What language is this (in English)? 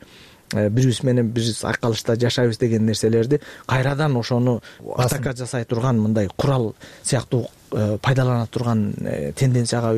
Kyrgyz